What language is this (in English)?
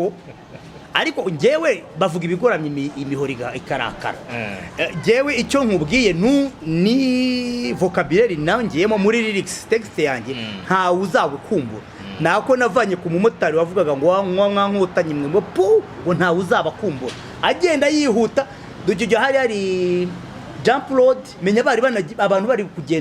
Kinyarwanda